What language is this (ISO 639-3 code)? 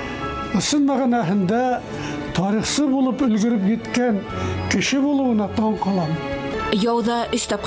bak